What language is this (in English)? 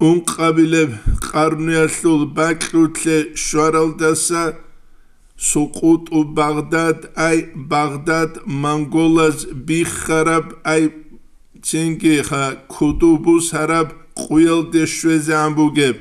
Avaric